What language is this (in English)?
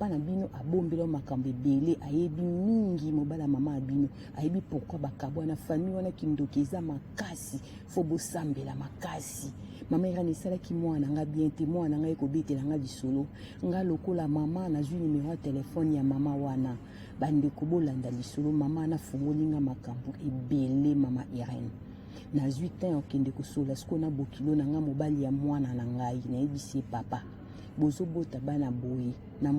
Lingala